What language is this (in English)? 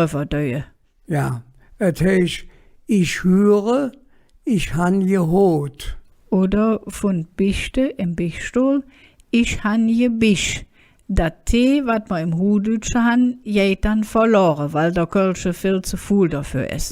Colognian